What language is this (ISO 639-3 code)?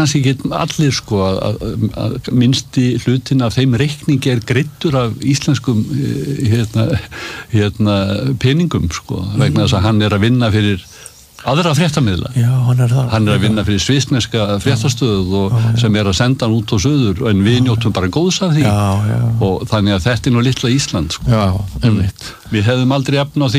isl